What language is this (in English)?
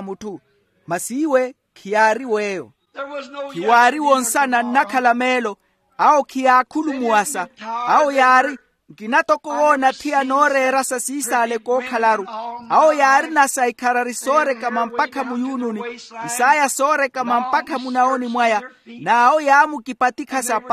Makhuwa